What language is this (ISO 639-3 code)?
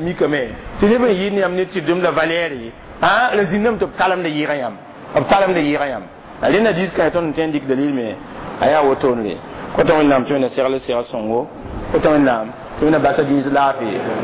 mos